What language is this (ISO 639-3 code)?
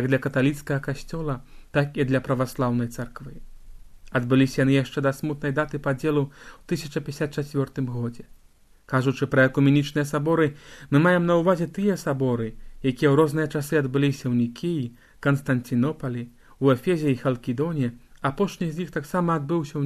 bel